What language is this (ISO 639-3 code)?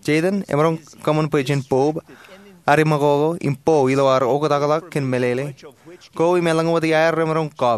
mah